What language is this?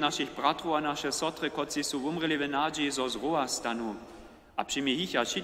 Upper Sorbian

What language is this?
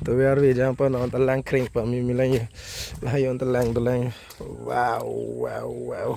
Karbi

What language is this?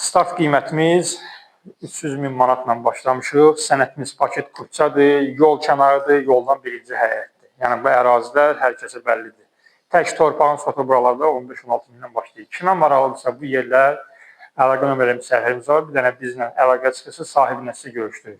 Azerbaijani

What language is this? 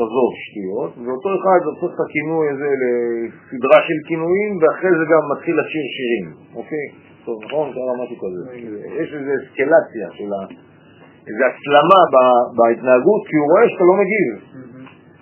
Hebrew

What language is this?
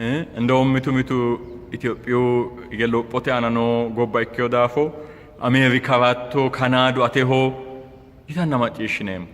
Sidamo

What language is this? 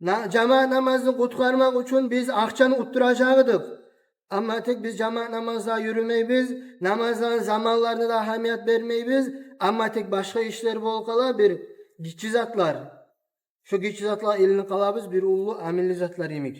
Kumyk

